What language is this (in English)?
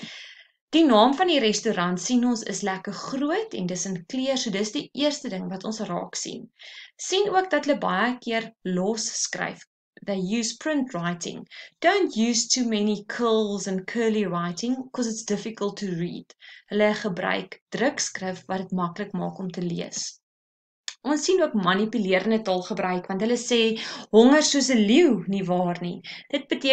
Afrikaans